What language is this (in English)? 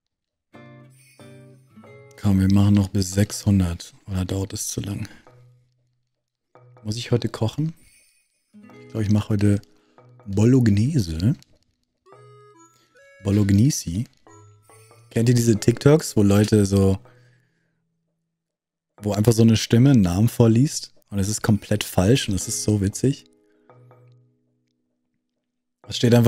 German